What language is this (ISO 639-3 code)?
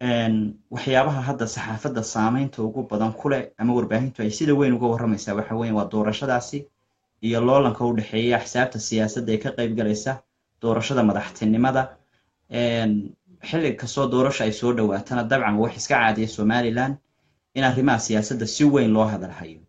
som